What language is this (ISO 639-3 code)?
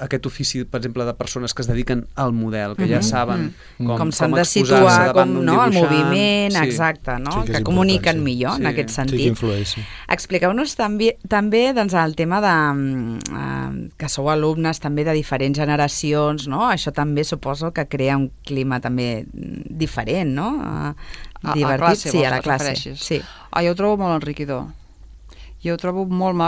cat